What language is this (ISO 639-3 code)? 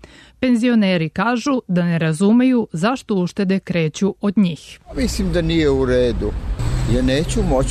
srp